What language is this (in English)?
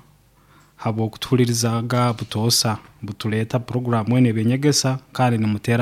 Nyoro